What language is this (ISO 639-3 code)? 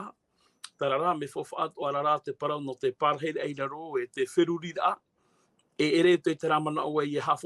tah